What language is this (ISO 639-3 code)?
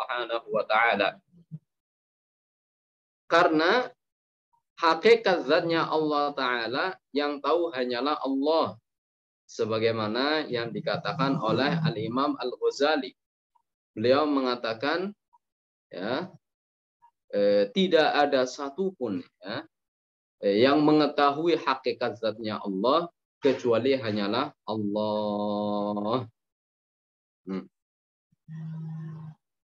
ind